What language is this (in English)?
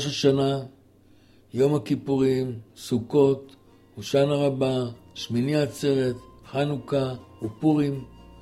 Hebrew